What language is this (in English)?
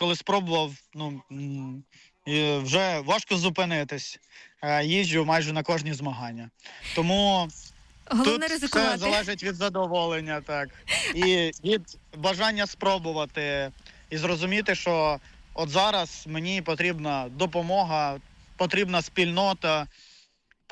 Ukrainian